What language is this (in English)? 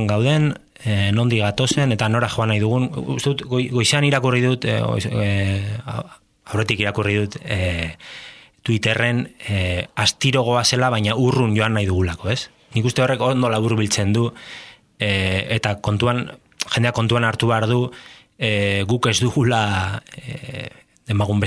Basque